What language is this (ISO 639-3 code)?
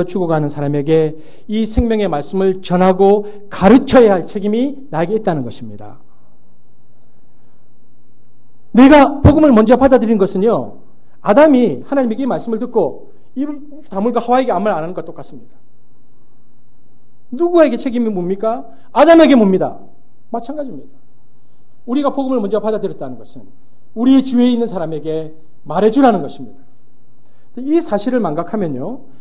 kor